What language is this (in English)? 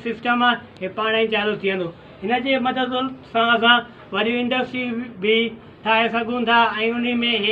Sindhi